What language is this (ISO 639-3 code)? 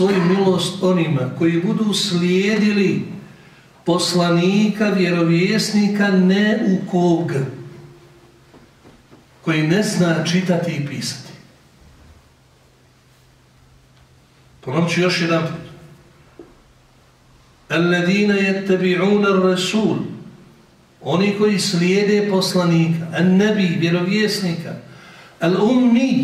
bos